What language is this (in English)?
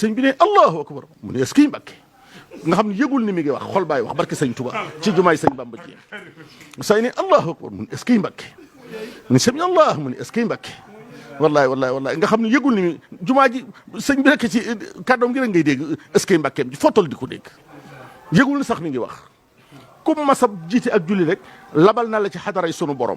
Wolof